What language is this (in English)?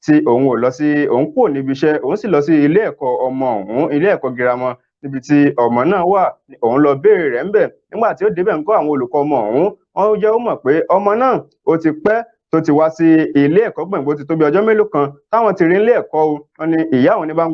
Yoruba